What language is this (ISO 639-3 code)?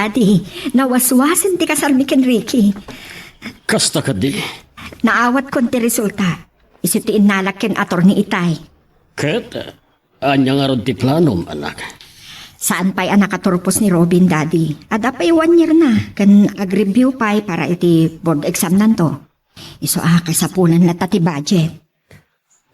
ilo